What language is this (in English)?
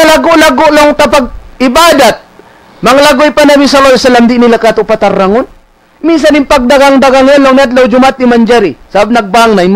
Tausug